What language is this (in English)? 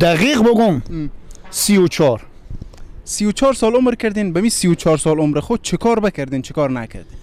Persian